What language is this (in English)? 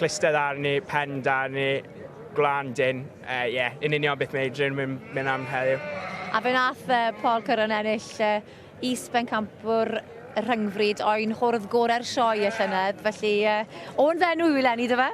Welsh